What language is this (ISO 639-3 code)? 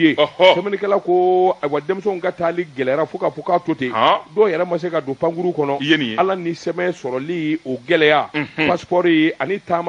bam